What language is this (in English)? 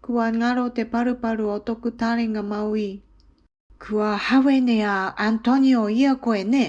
Māori